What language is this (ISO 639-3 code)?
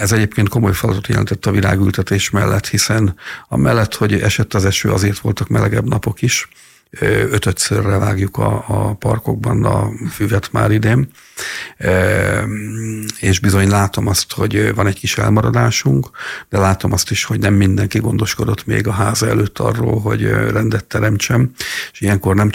hun